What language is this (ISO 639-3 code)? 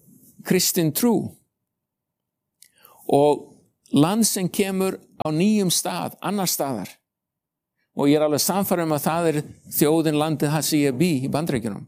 isl